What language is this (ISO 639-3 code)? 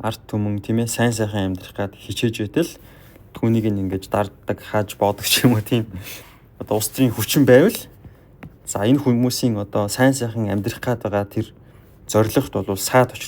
mon